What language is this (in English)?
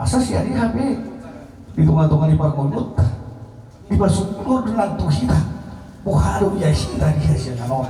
Batak Toba